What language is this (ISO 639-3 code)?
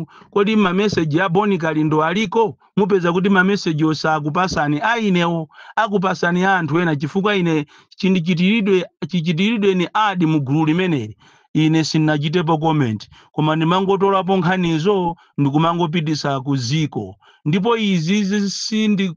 nya